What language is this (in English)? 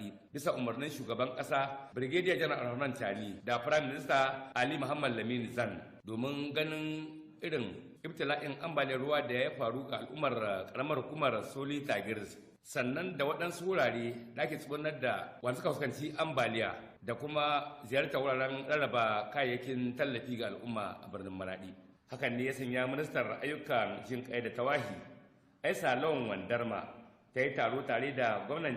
Hausa